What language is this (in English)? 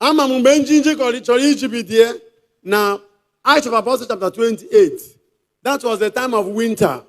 Igbo